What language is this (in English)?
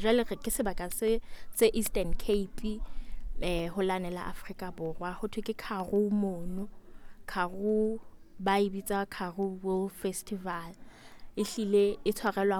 Southern Sotho